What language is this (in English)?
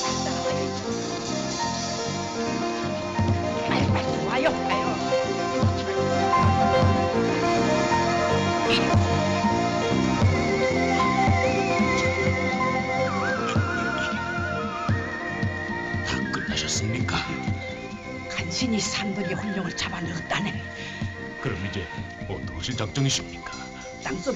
Korean